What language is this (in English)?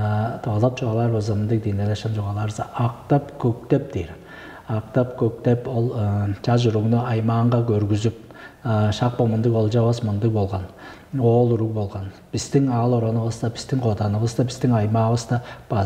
Tuvinian